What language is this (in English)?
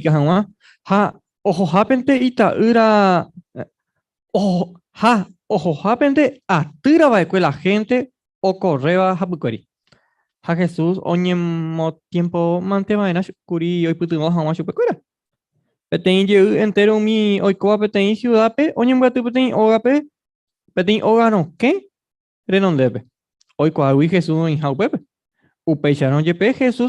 Guarani